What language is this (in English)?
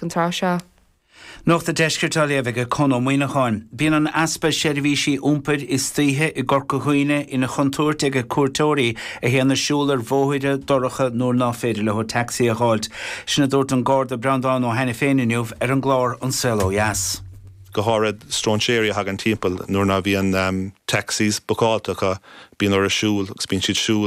Irish